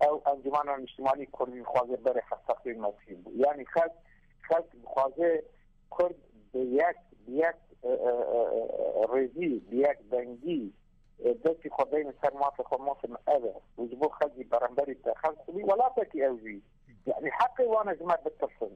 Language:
Kurdish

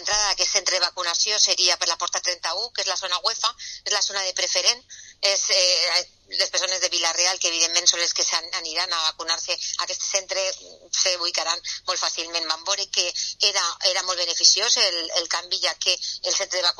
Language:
Catalan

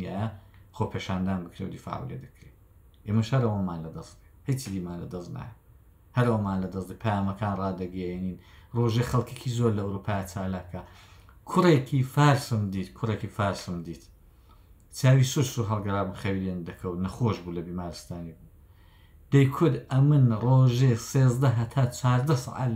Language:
Central Kurdish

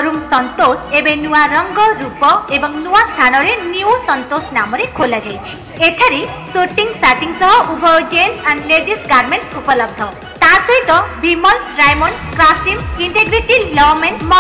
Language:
Odia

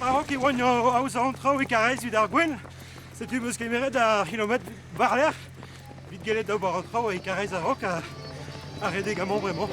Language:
Breton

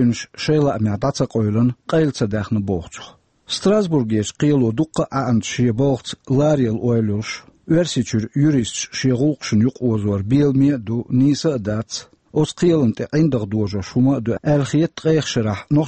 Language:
Chechen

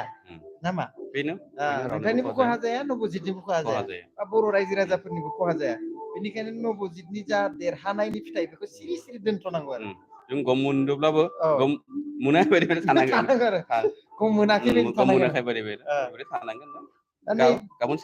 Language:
Bodo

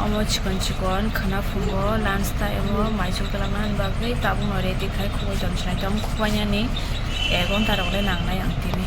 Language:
Kok Borok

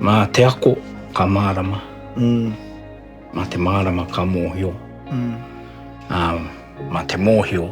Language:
Māori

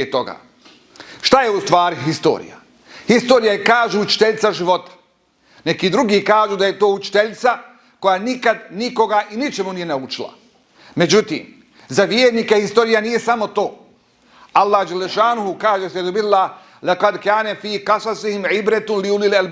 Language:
Bosnian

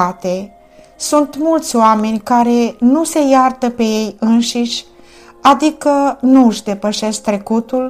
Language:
Romanian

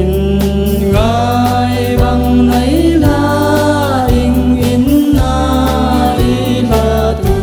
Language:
Falam Chin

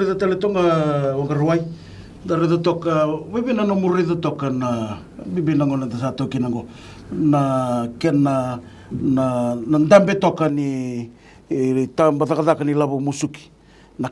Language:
Fijian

